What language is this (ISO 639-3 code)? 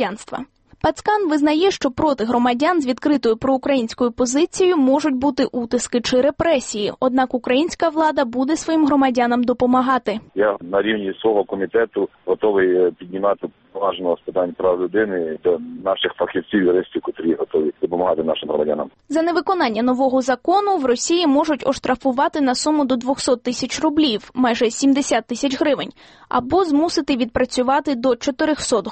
ukr